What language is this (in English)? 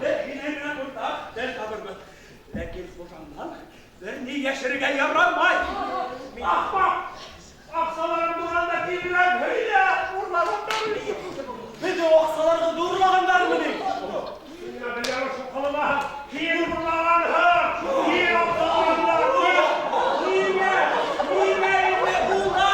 Bashkir